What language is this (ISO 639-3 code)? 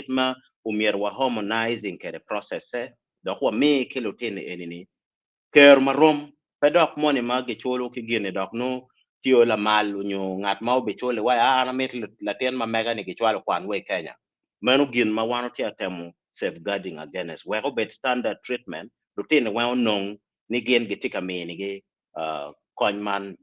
ach